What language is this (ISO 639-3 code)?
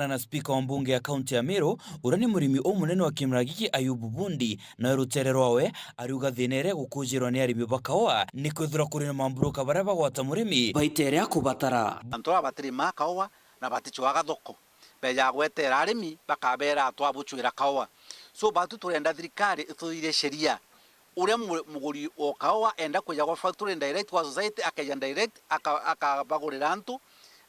mer